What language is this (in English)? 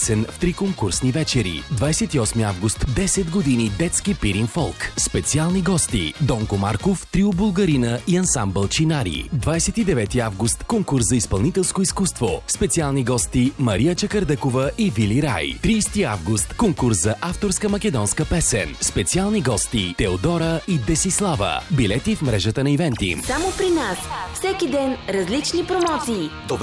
Bulgarian